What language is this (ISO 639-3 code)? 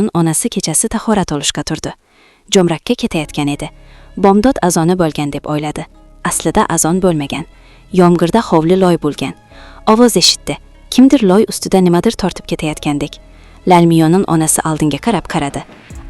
uzb